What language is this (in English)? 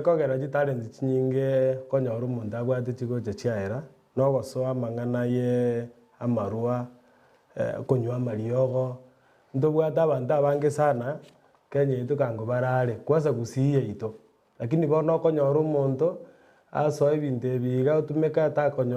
Gusii